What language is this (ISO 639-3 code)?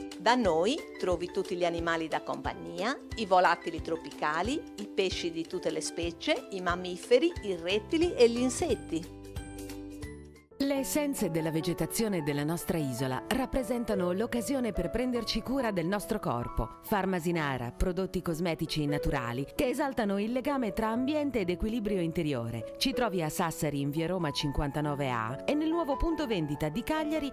ita